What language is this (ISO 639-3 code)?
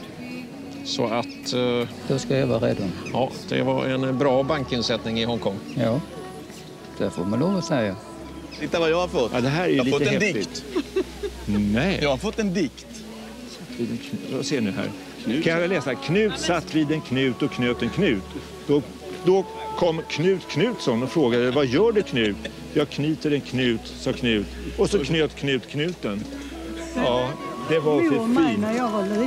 swe